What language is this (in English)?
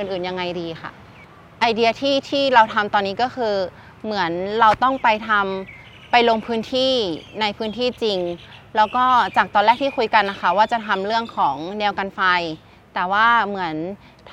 Thai